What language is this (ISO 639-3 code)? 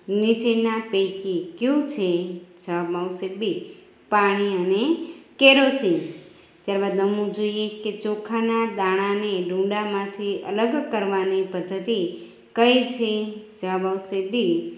guj